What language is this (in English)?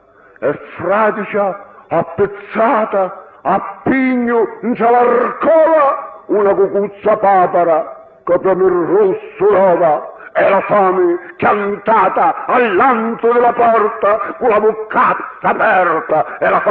Sicilian